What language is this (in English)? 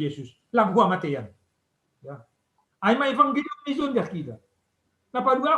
Batak Simalungun